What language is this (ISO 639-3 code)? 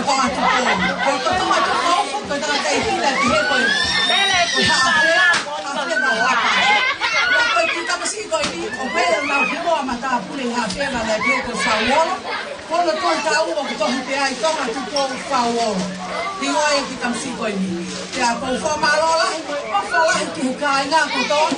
ton